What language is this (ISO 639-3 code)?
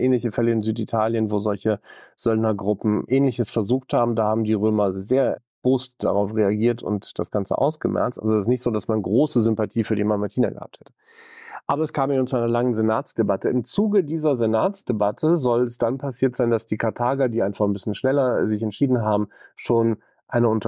deu